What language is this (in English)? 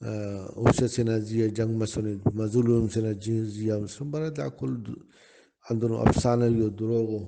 Brahui